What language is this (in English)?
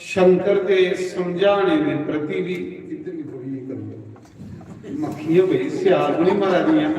Dogri